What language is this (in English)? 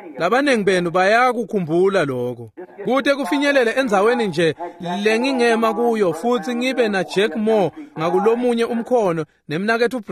Swati